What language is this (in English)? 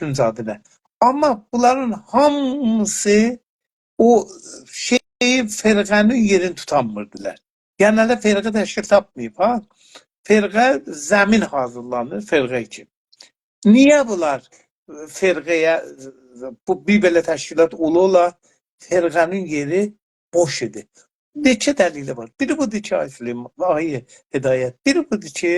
South Azerbaijani